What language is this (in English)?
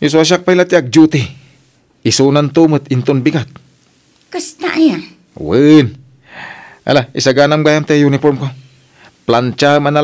Iloko